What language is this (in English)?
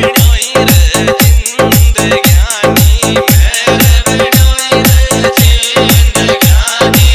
Rajasthani